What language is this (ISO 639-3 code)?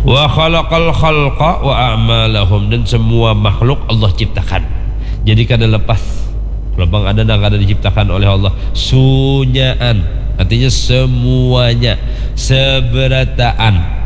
bjn